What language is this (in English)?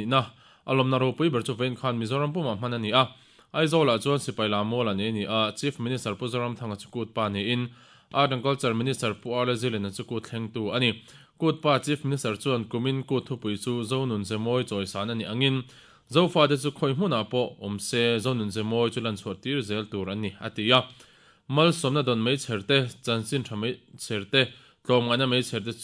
Mizo